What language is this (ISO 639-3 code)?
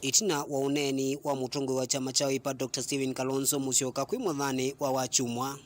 kam